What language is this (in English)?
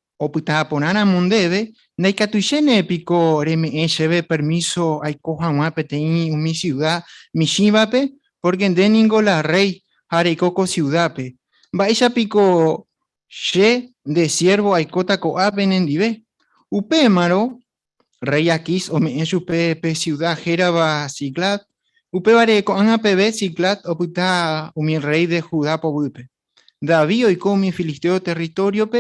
Guarani